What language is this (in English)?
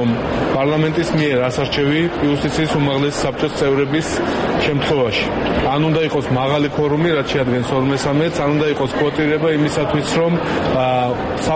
Georgian